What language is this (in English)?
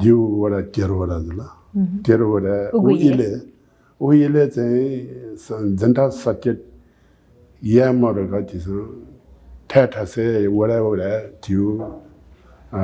Newari